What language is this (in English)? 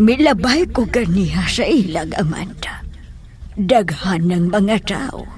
Cebuano